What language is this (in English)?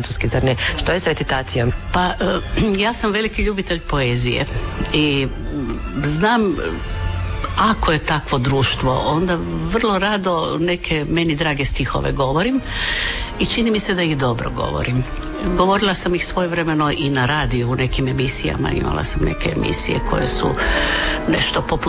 Croatian